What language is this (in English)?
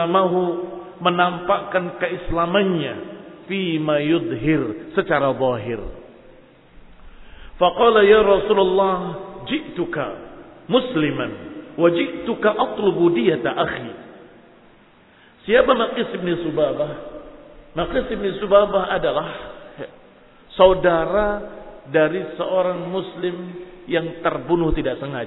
Indonesian